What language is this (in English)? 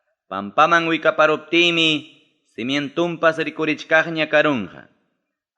Ayacucho Quechua